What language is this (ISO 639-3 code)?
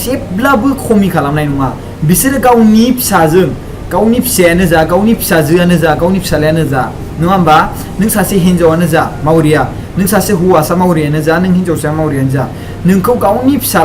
brx